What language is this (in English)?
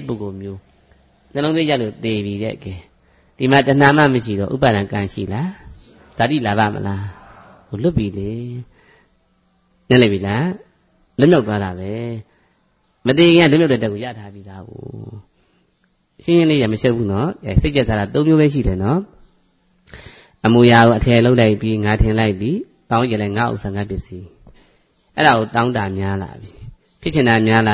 Burmese